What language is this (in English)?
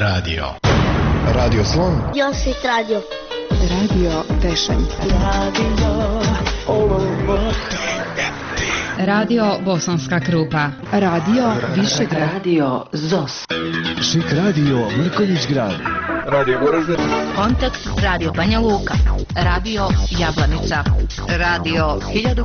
Bosnian